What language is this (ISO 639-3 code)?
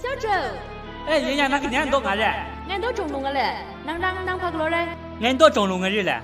kac